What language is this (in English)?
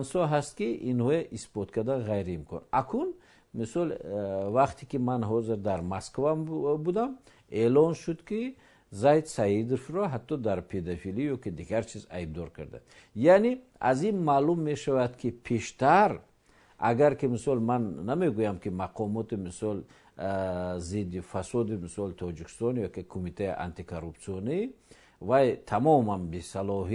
Tajik